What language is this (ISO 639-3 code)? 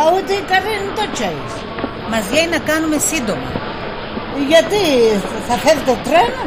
pnt